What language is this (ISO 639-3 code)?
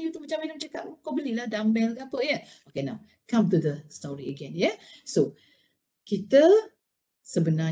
msa